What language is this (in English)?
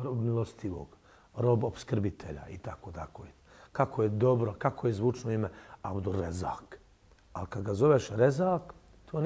Bosnian